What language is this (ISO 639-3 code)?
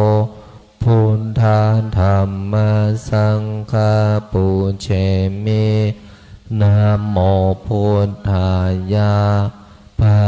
pli